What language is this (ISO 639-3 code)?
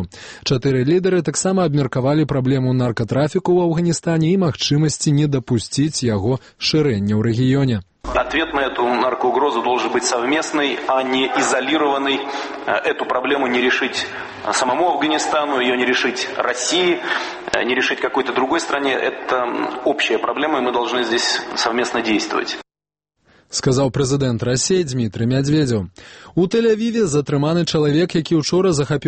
bel